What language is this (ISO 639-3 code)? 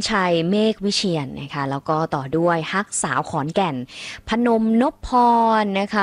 tha